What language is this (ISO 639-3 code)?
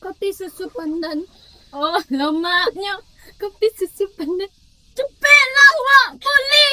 min